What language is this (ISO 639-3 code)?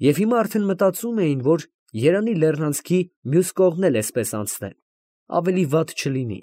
hye